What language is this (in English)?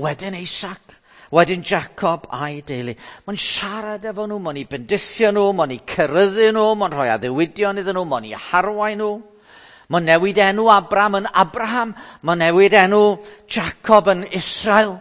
Welsh